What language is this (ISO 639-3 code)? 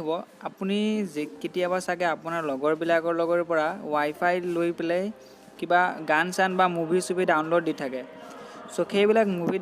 asm